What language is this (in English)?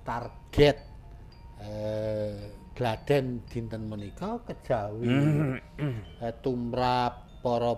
Javanese